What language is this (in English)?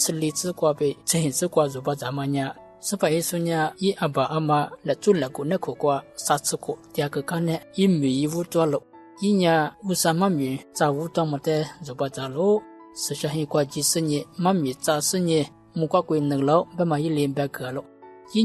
Lisu